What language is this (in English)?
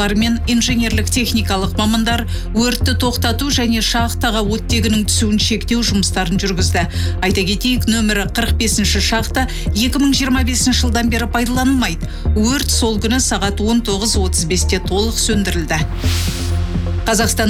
Kazakh